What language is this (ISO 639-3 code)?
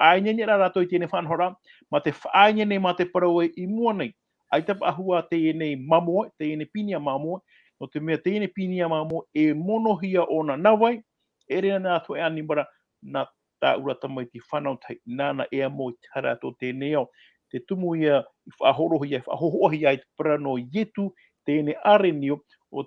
tah